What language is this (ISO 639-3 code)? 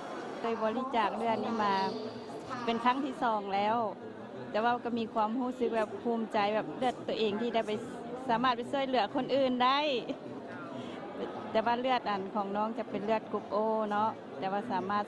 lao